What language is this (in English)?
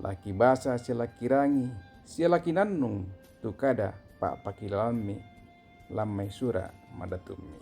Toraja-Sa'dan